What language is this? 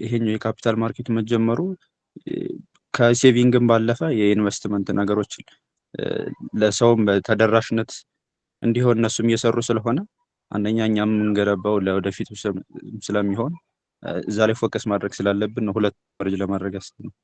Amharic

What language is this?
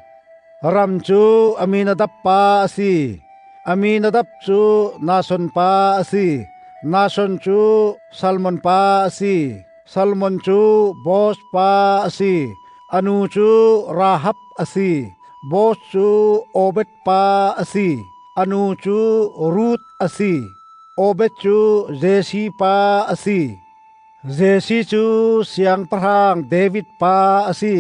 Hakha Chin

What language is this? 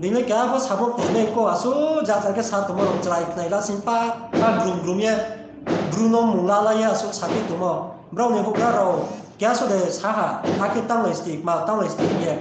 Riang (India)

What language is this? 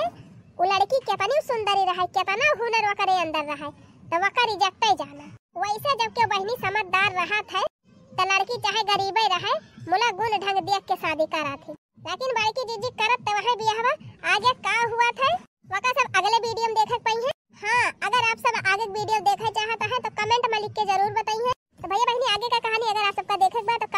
Bhojpuri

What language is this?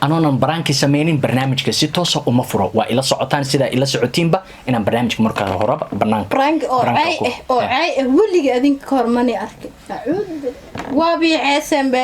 Somali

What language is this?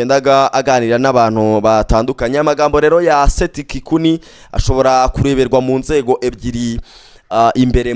Kinyarwanda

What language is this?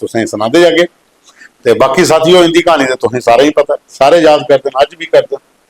Dogri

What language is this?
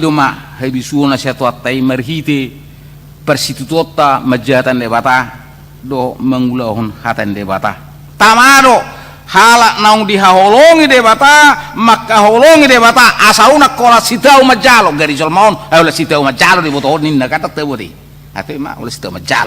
Batak Toba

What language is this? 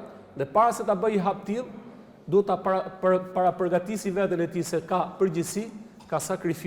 Albanian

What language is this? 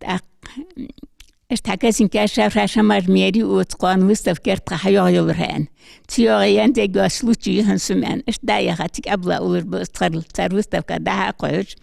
Ingush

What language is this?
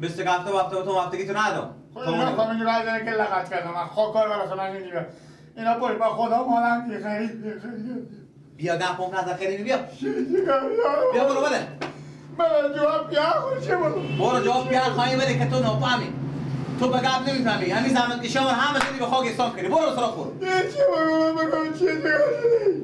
Persian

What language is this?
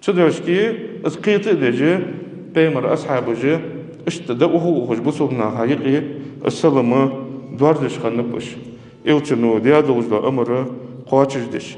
Ingush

